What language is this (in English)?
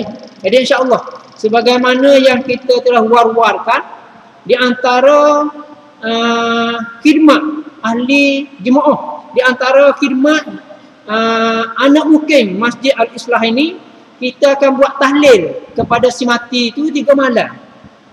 Malay